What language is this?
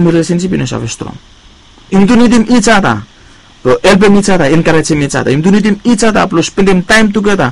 Bislama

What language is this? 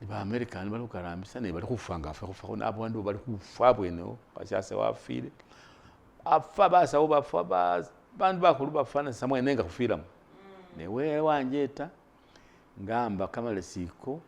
Masaaba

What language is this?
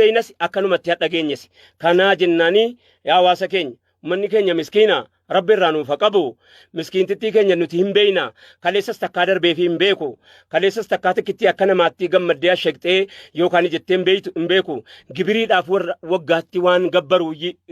Oromo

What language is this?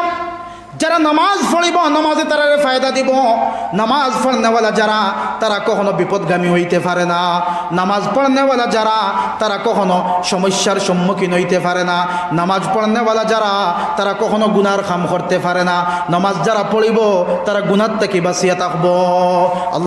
Sylheti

